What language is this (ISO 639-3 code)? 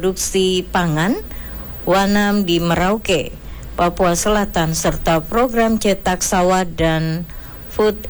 ind